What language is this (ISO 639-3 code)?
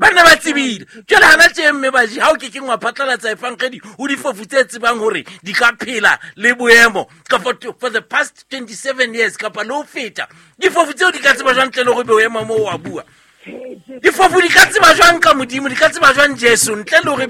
sot